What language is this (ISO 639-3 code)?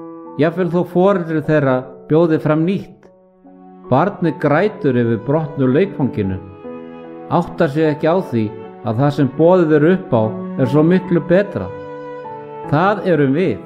isl